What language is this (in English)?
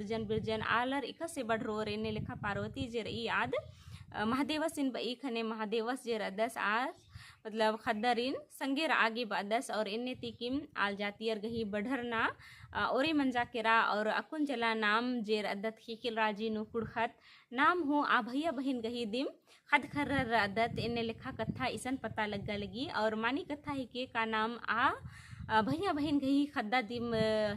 Kurukh